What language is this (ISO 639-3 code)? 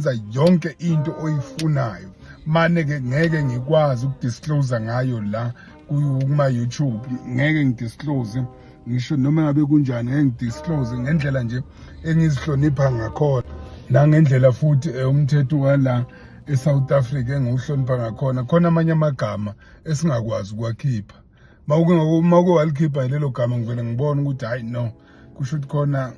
zul